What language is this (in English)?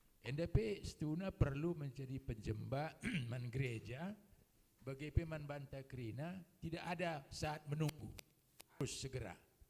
Batak Karo